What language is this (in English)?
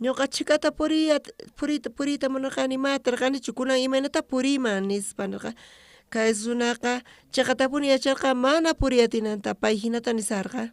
South Bolivian Quechua